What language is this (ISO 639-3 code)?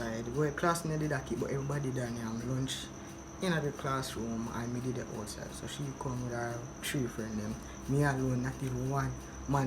jam